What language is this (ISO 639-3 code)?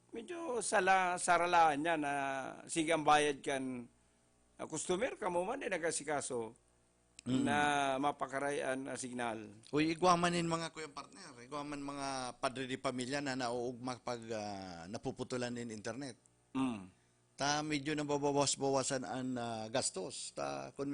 bik